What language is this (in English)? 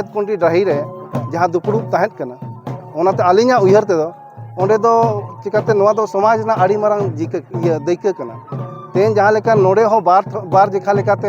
Santali